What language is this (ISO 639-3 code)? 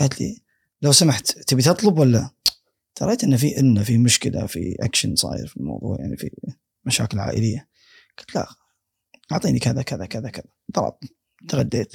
afb